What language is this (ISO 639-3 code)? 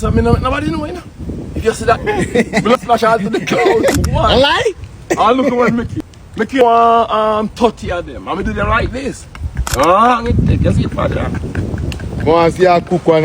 jam